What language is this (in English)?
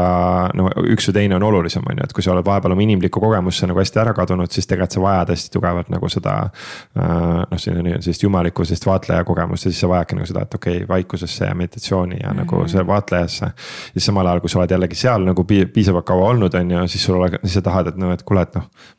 Estonian